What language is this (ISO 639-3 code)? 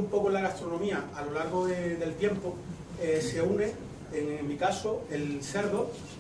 spa